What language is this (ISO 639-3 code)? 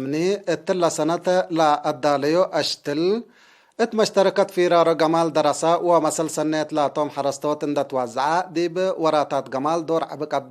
tig